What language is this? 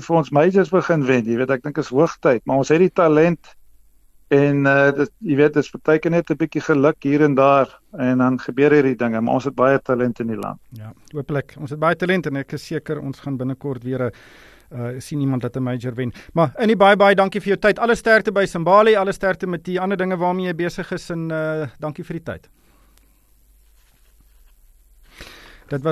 Afrikaans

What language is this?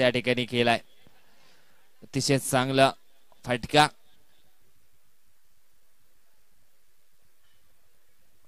Marathi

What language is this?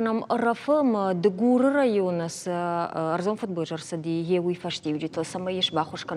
Ossetic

